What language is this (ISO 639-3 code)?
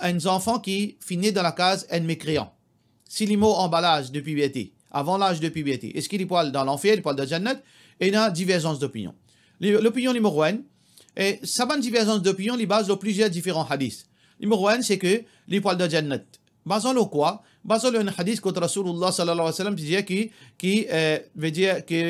mfe